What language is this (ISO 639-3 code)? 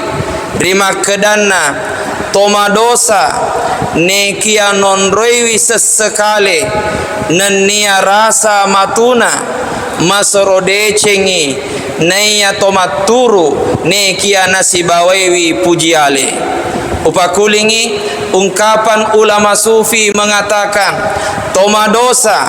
bug